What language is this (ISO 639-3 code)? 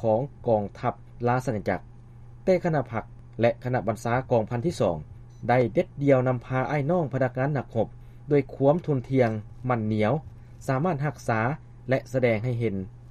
lao